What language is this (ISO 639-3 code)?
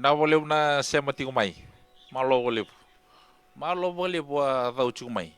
fij